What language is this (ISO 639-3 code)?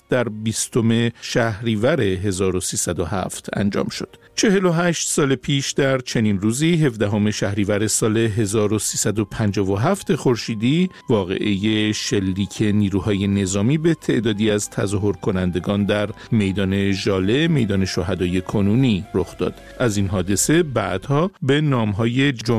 fas